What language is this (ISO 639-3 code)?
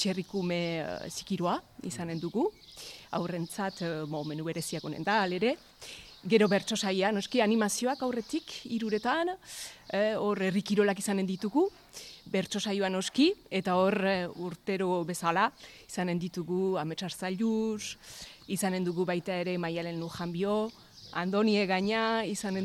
eus